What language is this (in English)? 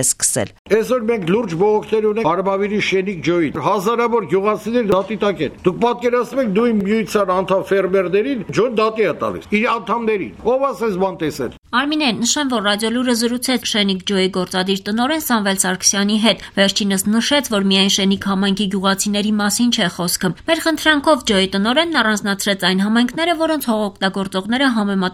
Armenian